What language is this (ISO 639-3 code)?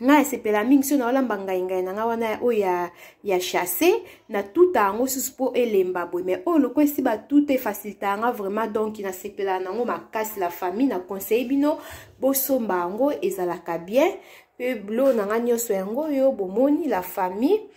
lin